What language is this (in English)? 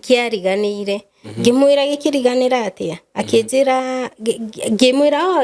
Kikuyu